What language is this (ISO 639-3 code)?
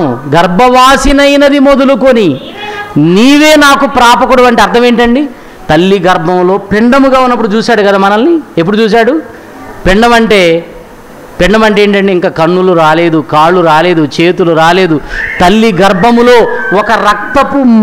tel